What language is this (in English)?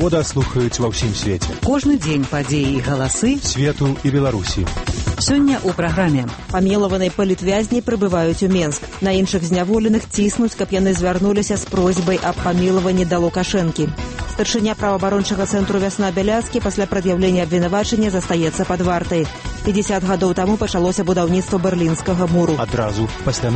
Belarusian